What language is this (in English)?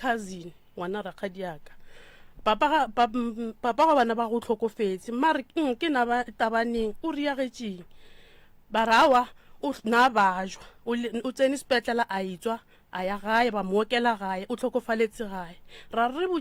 Northern Sotho